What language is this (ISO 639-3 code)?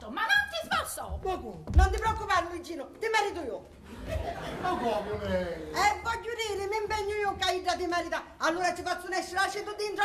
scn